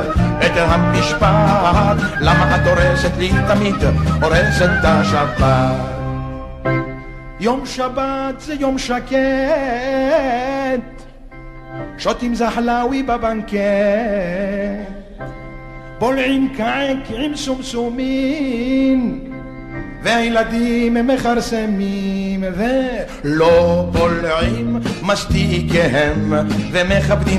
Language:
Hebrew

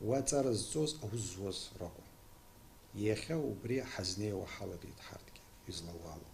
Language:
Abkhazian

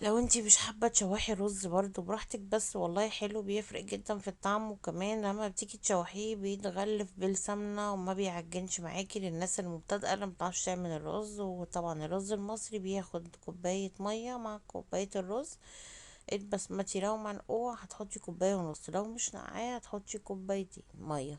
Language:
Egyptian Arabic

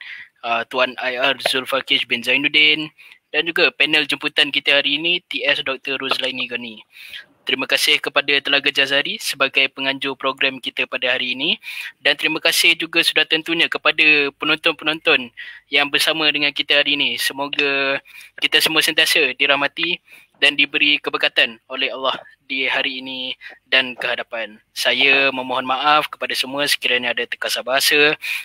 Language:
Malay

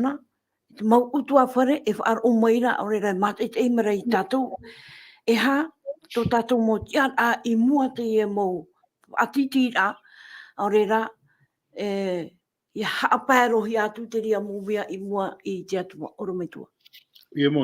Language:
Tahitian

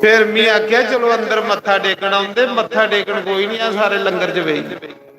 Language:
Dogri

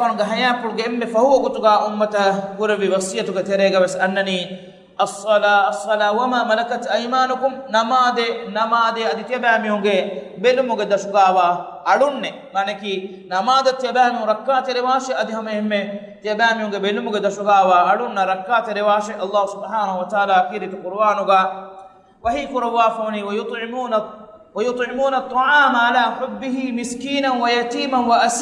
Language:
Divehi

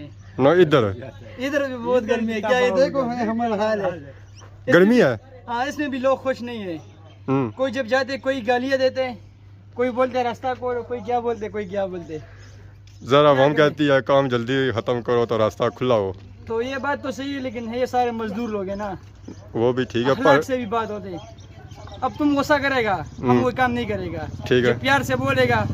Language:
Pahari-Potwari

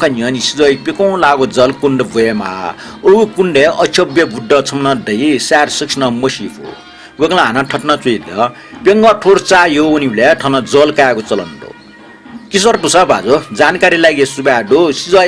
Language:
Newari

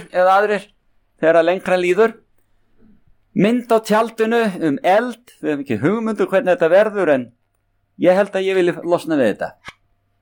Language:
Icelandic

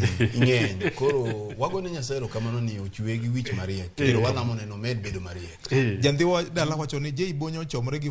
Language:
Luo (Kenya and Tanzania)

